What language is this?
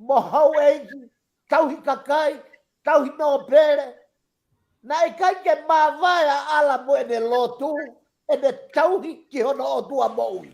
Tongan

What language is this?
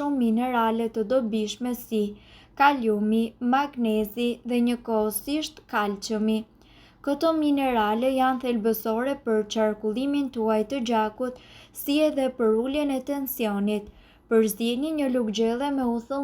Albanian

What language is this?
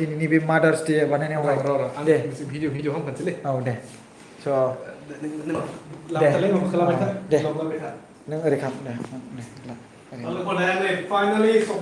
Bodo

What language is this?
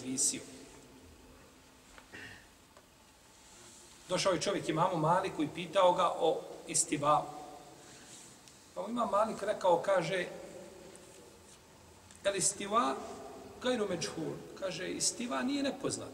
Bosnian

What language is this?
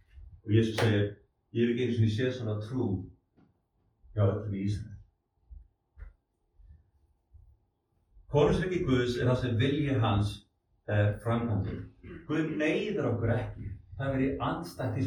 Icelandic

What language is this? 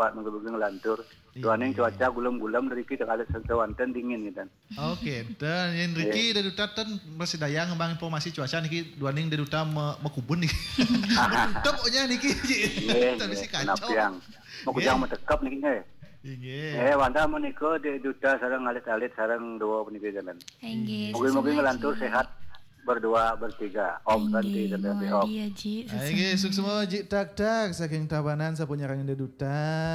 Balinese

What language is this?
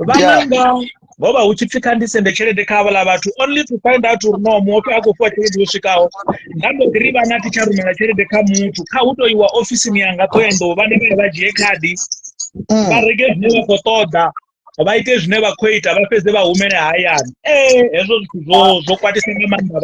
Venda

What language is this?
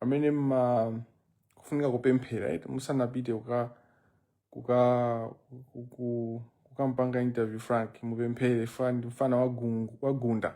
Nyanja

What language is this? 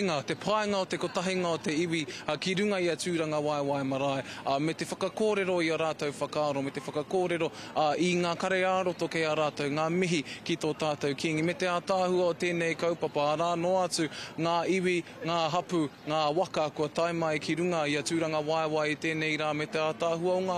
Māori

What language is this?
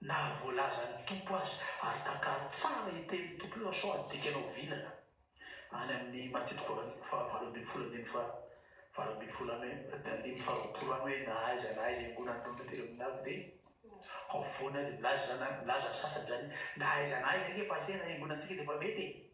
Malagasy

